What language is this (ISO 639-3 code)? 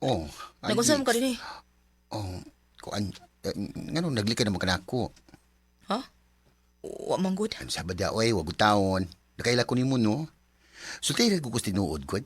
ceb